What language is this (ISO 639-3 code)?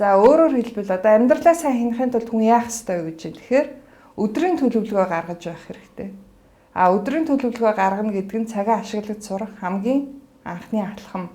mon